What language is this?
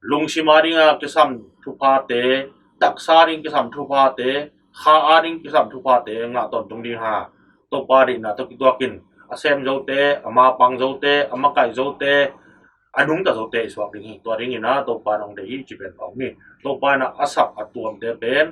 Tedim Chin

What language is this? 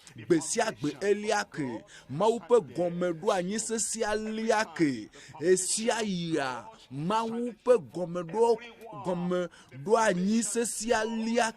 Ewe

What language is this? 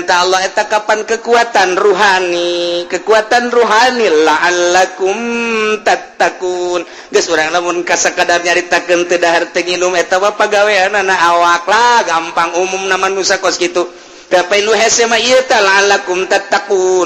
Sundanese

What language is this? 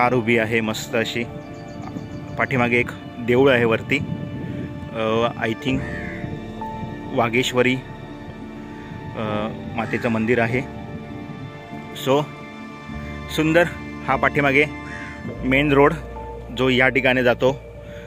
Marathi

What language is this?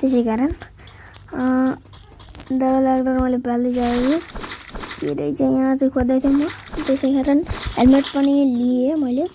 Nepali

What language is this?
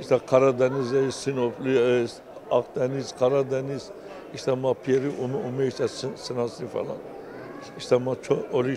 Zaza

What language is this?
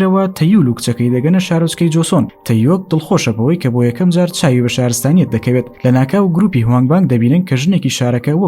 Central Kurdish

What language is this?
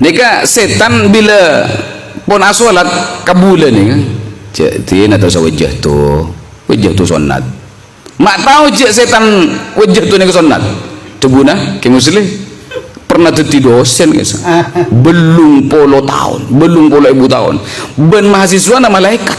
Madurese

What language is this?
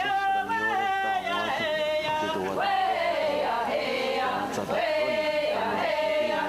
Mohawk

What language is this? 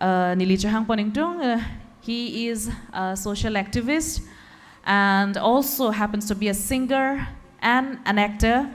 Karbi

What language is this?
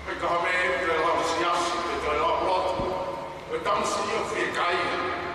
Tongan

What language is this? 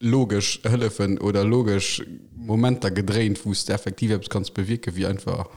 Luxembourgish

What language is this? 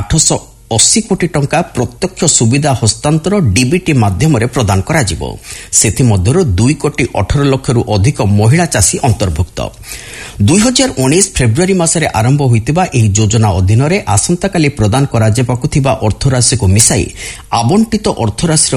Odia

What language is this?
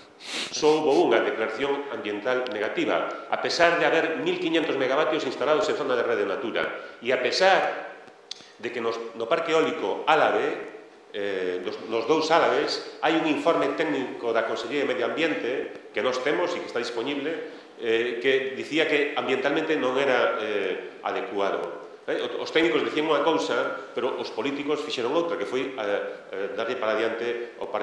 Galician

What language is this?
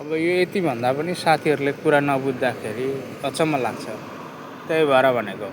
Nepali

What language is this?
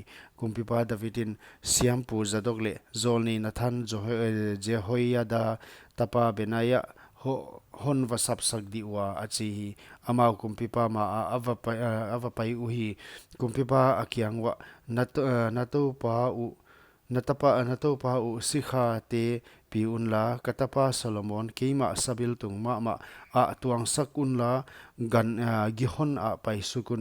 Paite Chin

